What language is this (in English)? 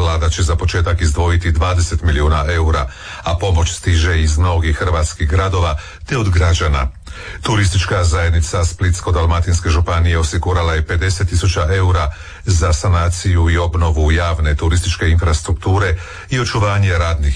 Croatian